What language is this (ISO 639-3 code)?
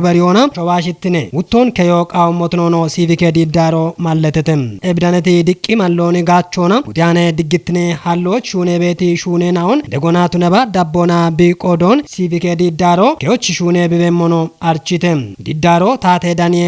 kbr